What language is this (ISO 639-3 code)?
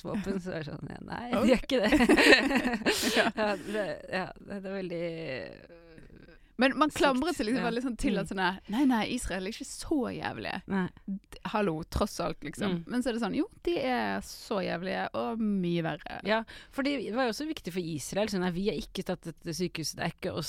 nor